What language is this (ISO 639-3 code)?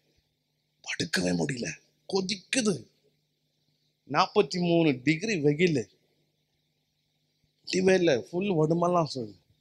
tam